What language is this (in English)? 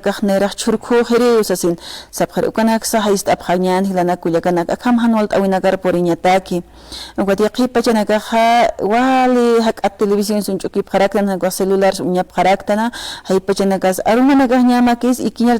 Aymara